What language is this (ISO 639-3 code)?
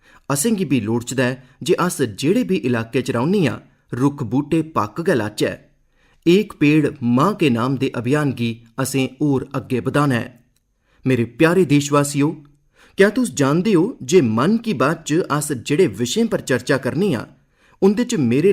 doi